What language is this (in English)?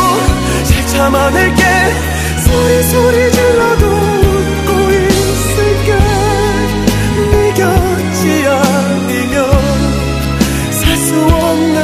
Korean